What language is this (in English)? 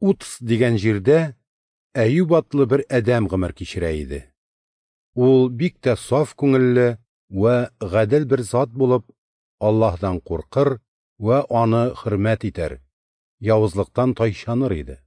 Tatar